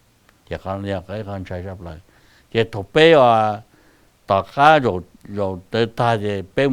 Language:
Hmong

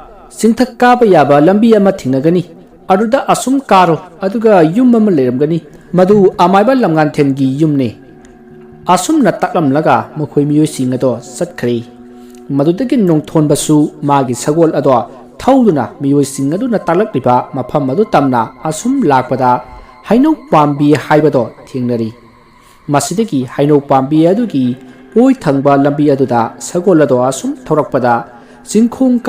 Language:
Manipuri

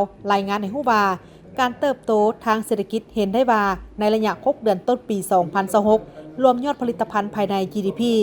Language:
Lao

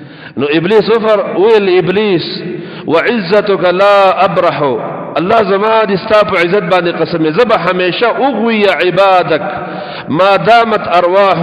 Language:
Pashto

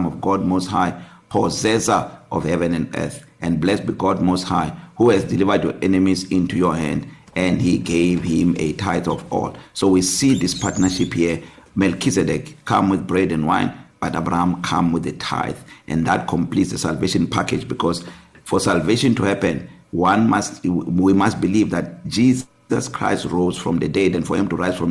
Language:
English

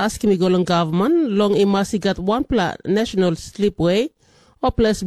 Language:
Tok Pisin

